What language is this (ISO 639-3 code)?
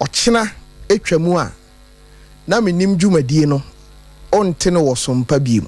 aka